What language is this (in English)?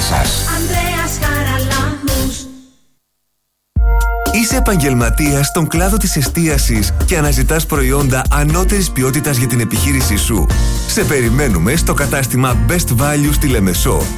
Greek